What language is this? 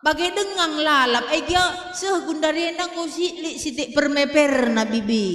Batak Karo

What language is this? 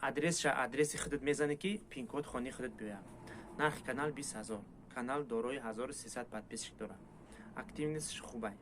Tajik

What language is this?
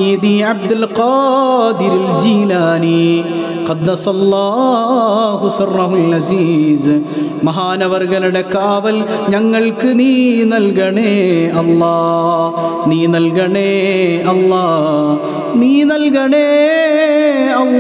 Malayalam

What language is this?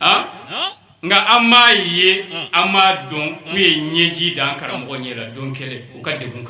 Bambara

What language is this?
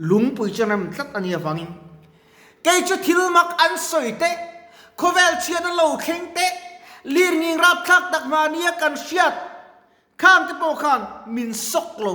Mizo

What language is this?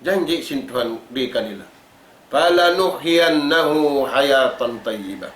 Tausug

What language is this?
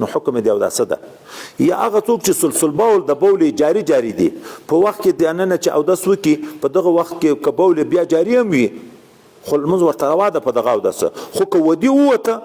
Pashto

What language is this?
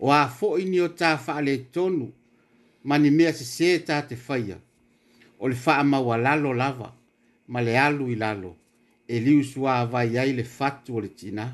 Samoan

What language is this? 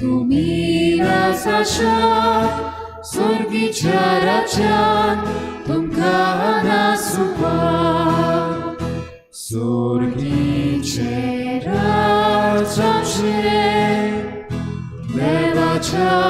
Konkani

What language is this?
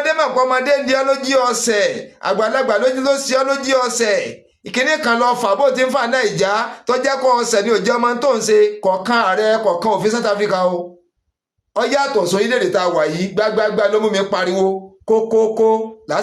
Yoruba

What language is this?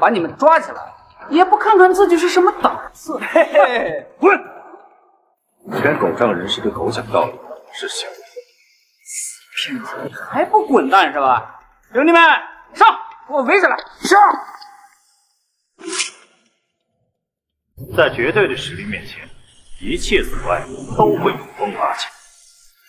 Chinese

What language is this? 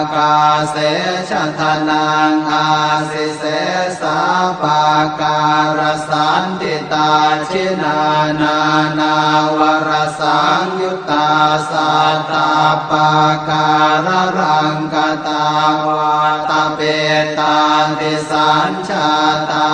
Pali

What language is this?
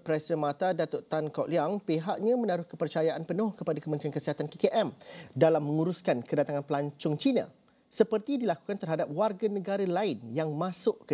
Malay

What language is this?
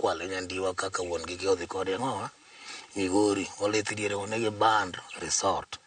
Luo (Kenya and Tanzania)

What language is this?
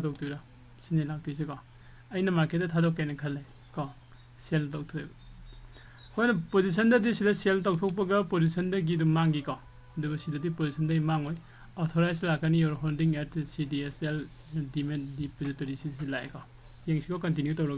Manipuri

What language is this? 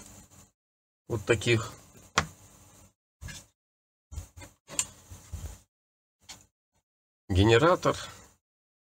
Russian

